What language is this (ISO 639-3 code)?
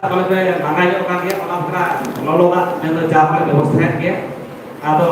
sat